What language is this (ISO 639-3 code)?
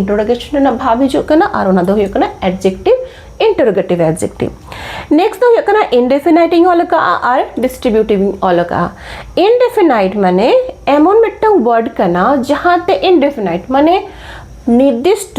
sat